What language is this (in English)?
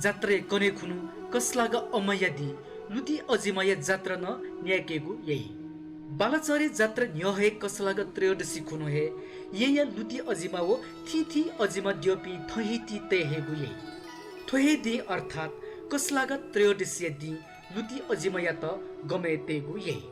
Newari